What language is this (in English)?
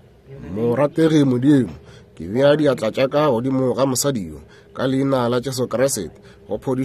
Northern Sotho